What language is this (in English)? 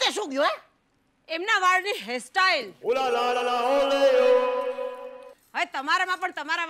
Gujarati